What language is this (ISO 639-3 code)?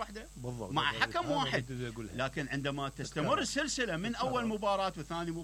acm